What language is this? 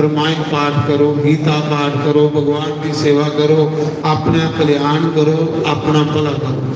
Dogri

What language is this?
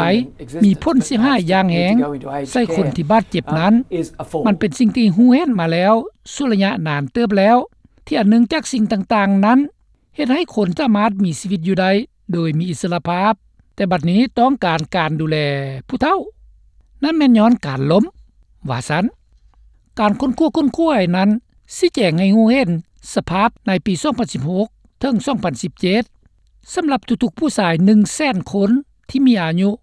Lao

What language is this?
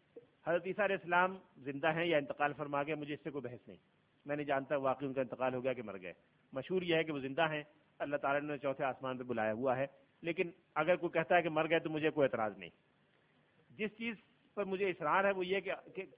Urdu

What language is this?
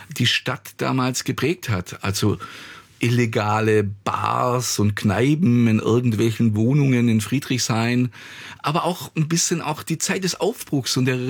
German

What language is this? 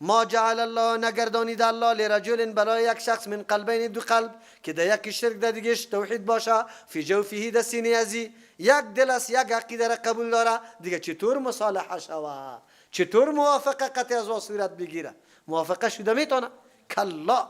Persian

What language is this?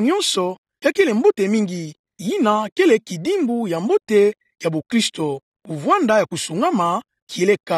Kituba (Democratic Republic of Congo)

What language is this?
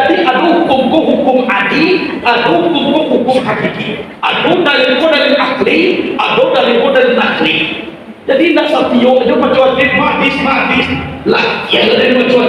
Minangkabau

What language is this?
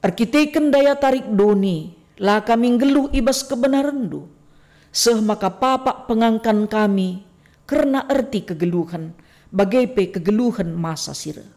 Batak Karo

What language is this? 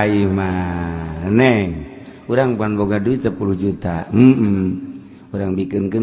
Sundanese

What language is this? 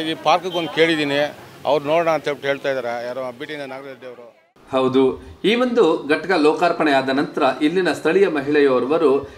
Kannada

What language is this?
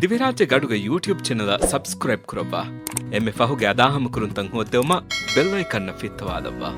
Divehi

